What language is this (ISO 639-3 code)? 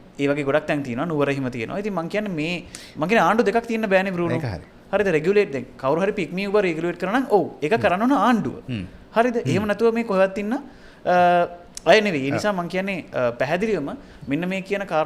sin